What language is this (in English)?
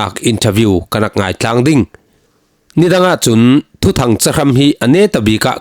Falam Chin